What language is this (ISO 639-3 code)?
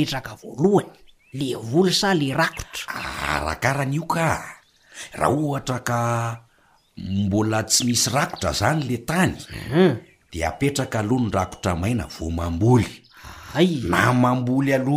mlg